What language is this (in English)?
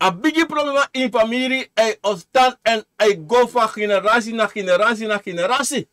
Sranan Tongo